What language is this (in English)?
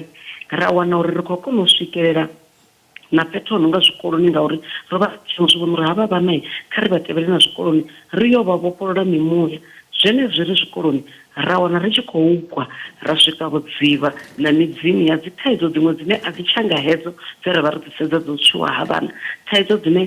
Venda